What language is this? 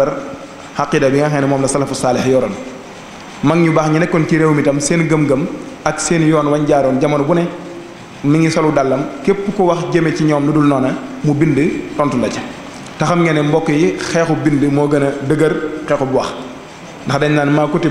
Wolof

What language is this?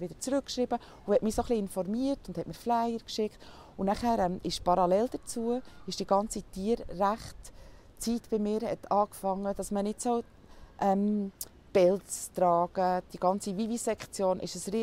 Swiss German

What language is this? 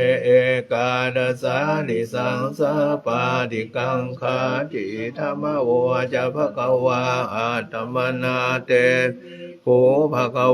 Pali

